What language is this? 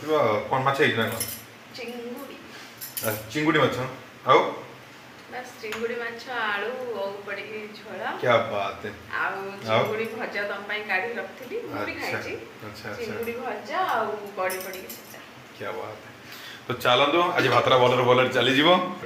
Odia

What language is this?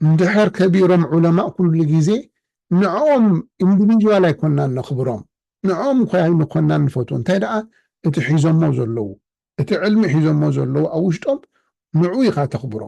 Tigrinya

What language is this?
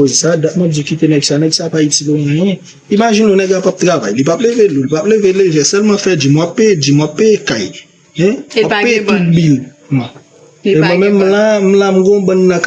Haitian Creole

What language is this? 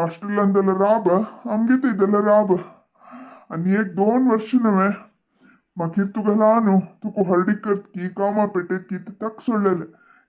Konkani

